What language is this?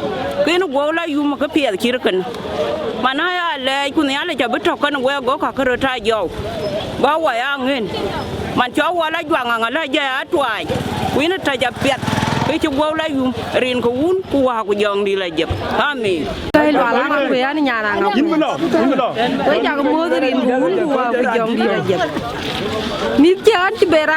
Dinka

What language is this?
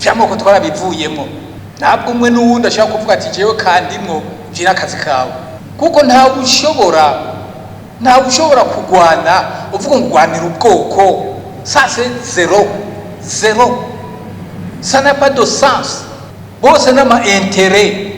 Rundi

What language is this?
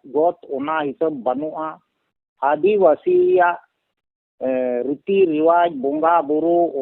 Santali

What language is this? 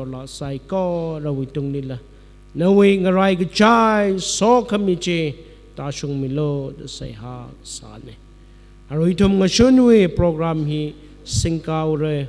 Tangkhul Naga (India)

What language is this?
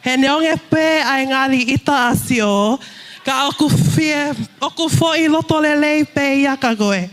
Tongan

